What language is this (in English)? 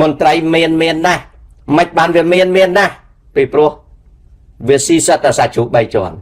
Khmer